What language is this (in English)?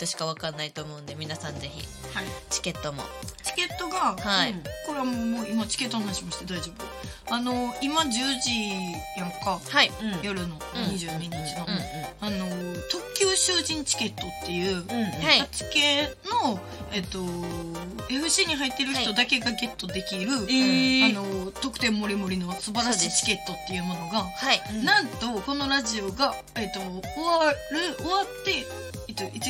Japanese